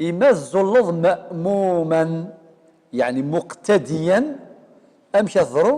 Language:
Kabyle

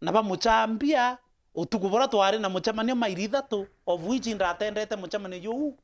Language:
Meru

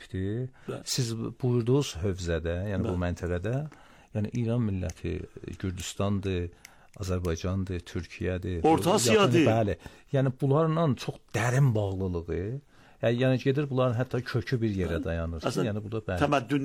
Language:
Azerbaijani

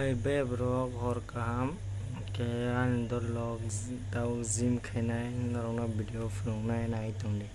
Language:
Kok Borok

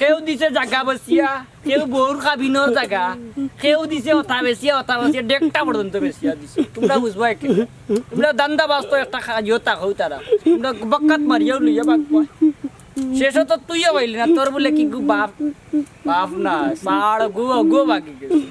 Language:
Sylheti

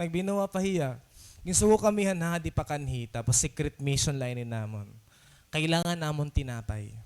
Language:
Waray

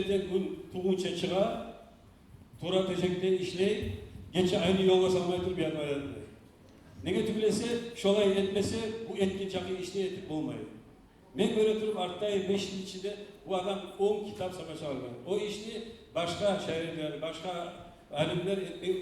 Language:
Kumyk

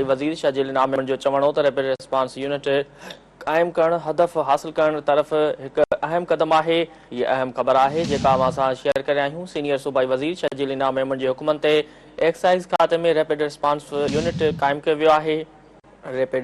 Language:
Sindhi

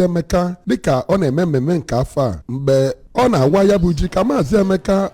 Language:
Igbo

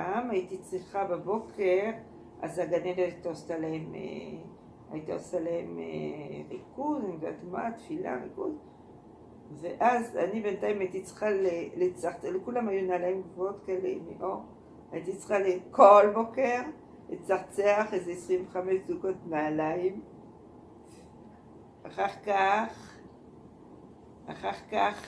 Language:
Hebrew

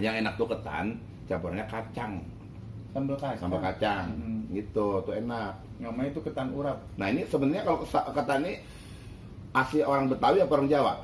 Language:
Betawi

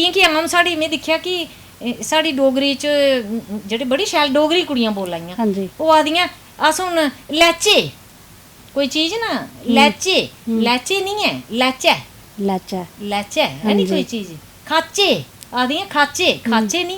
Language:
Dogri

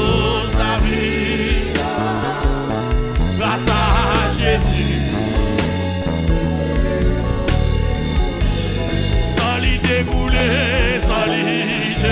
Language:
French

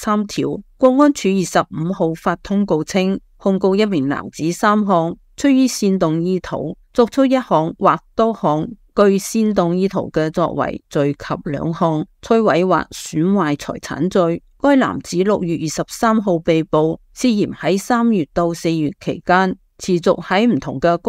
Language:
Cantonese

